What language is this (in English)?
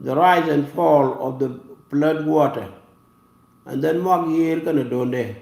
Nuer